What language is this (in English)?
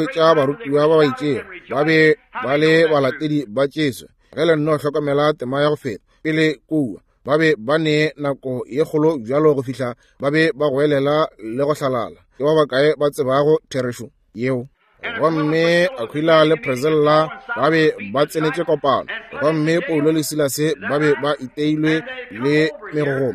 Northern Sotho